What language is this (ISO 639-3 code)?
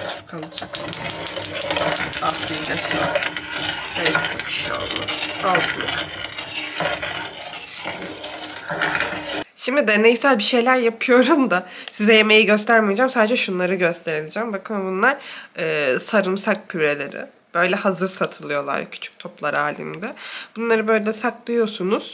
tur